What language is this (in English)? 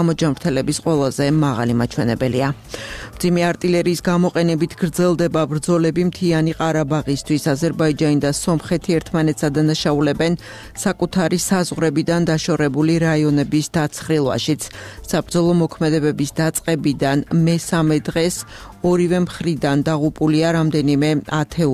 Georgian